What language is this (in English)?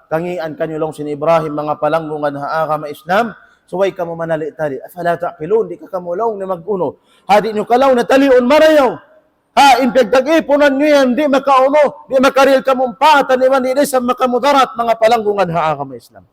Tausug